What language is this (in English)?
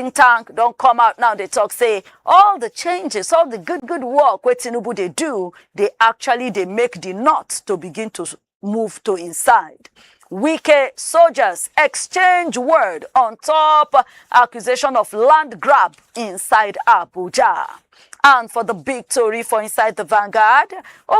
Nigerian Pidgin